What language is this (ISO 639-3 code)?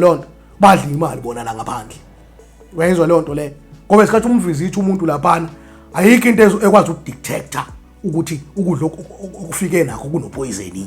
zul